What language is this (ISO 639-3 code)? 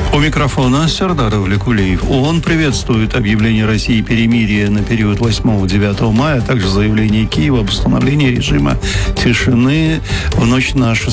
rus